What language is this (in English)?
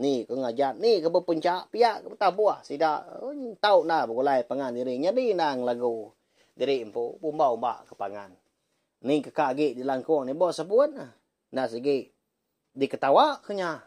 Iban